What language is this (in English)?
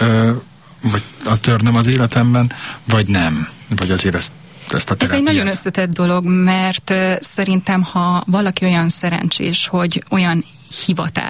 Hungarian